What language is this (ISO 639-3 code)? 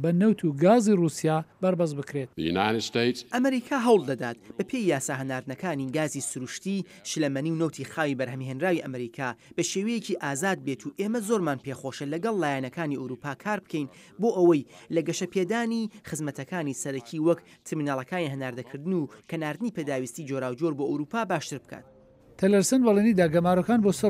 ckb